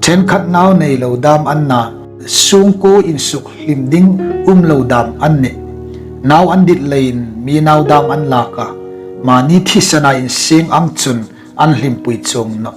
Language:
Hmar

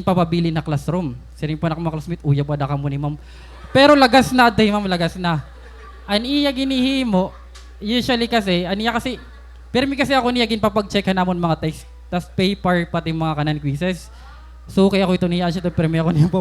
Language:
Waray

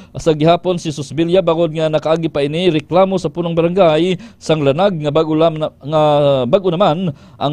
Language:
Hiligaynon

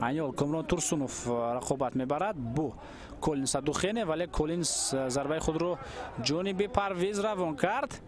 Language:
Tajik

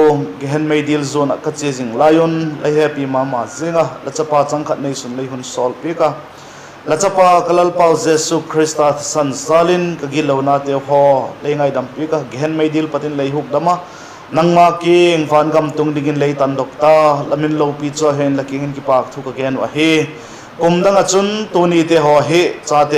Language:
Vaiphei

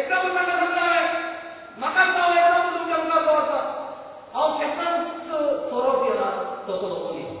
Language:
Konkani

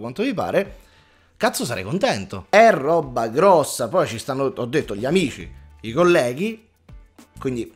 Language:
Italian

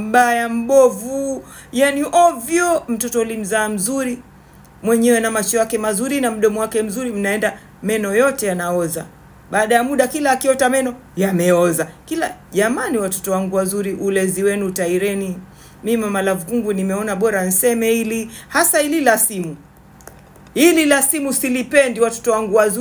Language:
Swahili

